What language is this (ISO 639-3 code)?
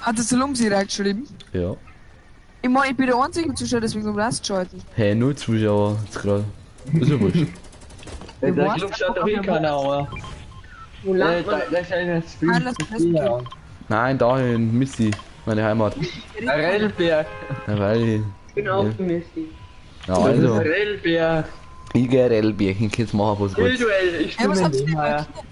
bar